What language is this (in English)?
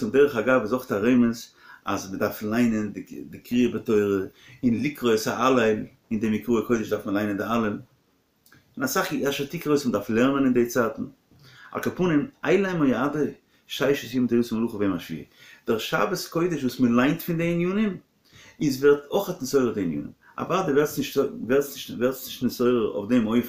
Yiddish